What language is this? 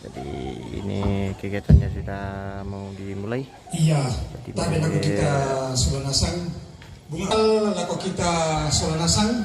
Toraja-Sa'dan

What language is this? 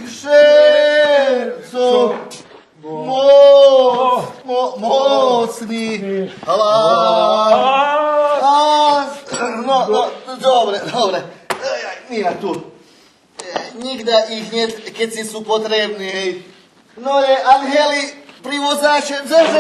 Rusyn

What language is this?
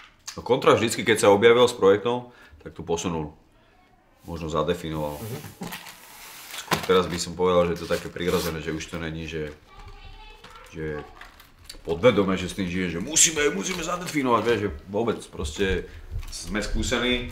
Slovak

